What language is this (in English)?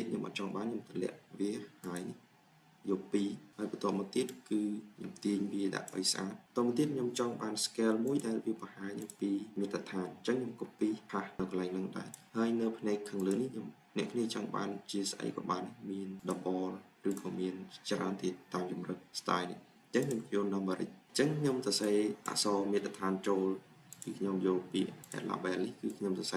Khmer